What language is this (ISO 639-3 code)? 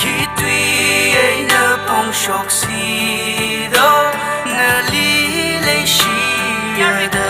nmf